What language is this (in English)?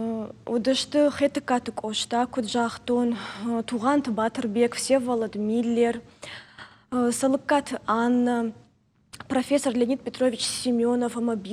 Ossetic